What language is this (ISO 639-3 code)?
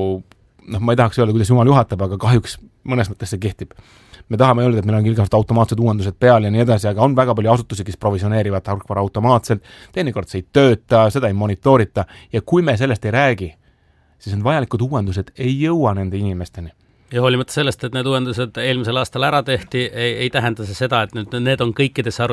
est